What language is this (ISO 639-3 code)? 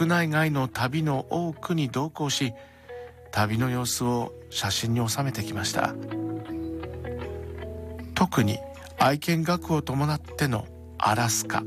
jpn